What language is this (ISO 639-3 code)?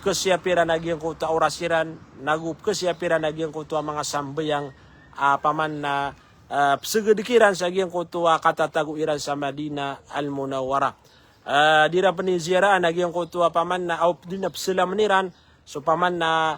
mrw